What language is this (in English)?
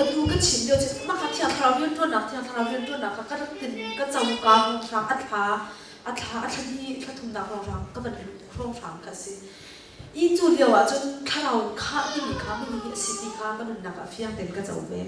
Hakha Chin